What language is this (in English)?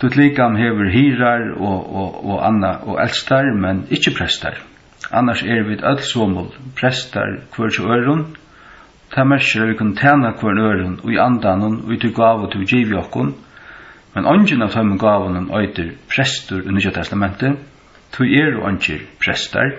Faroese